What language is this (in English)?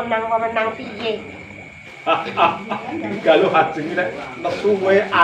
Javanese